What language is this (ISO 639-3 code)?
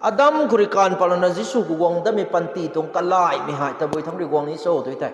nbu